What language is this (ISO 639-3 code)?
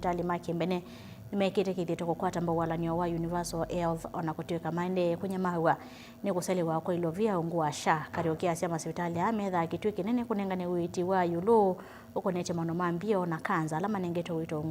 kam